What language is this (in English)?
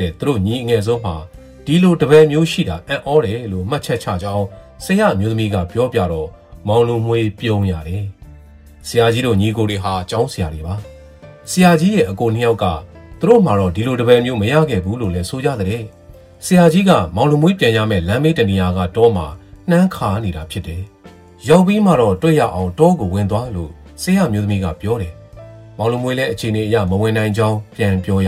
Burmese